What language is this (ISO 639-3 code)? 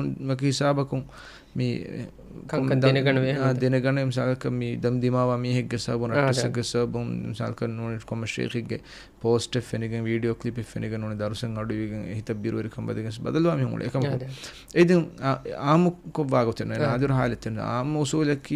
div